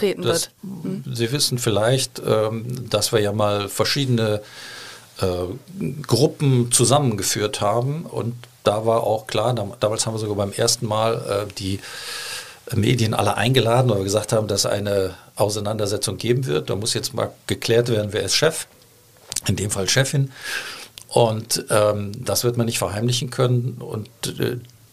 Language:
German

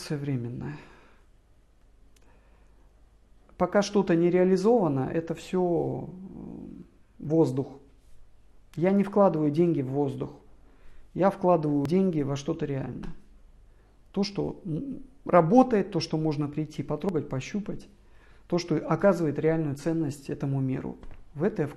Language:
Russian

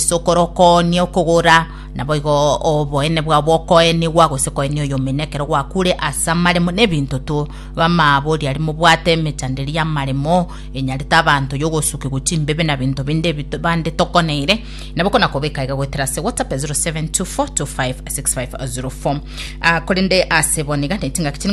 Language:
Gusii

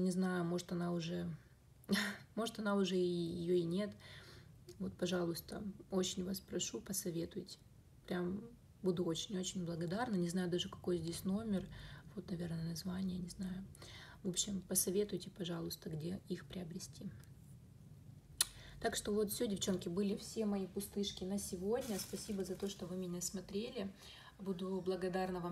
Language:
Russian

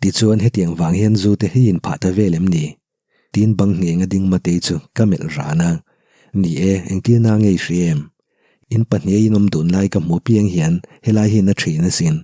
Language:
Mizo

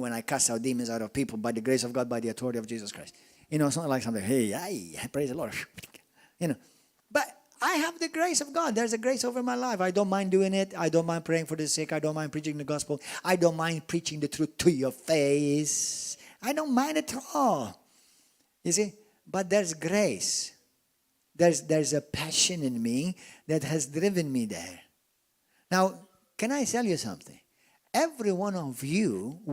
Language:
English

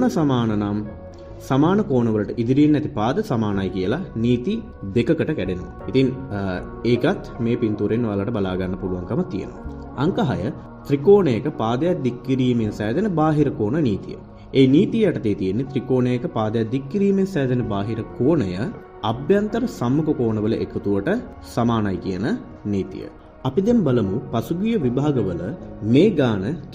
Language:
Sinhala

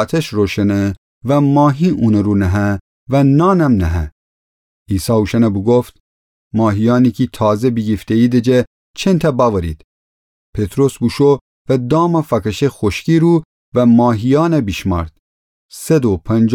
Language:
Gilaki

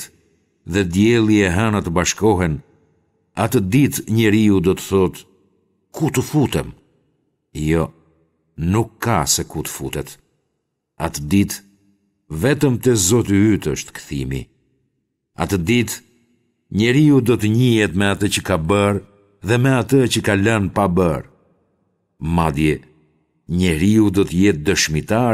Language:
Albanian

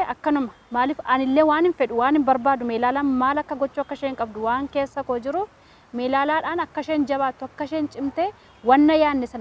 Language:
Oromo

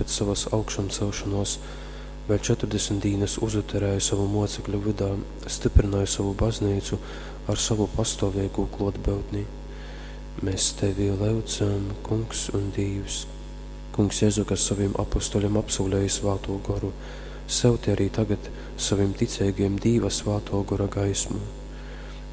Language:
Latgalian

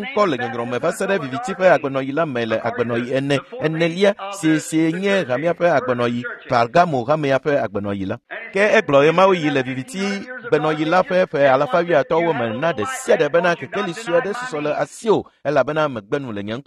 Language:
Ewe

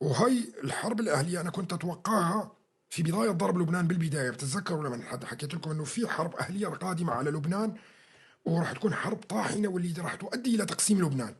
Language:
North Levantine Arabic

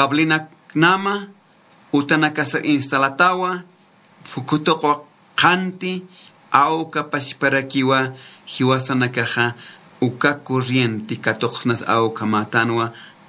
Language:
Aymara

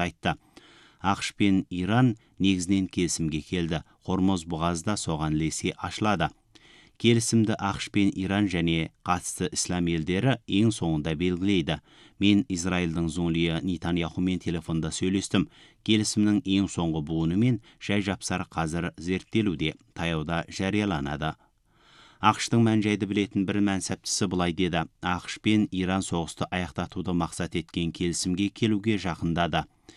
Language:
Kazakh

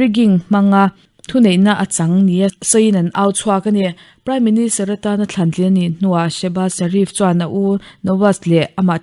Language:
Mizo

